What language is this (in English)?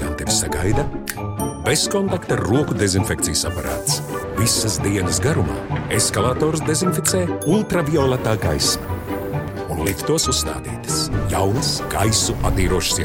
Latvian